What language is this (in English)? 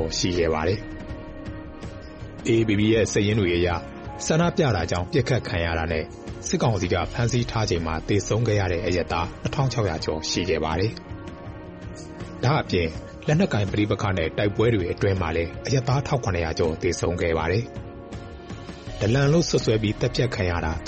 Burmese